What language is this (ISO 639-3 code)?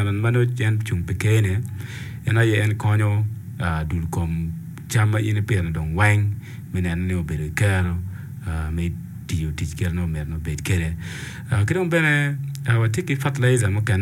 ach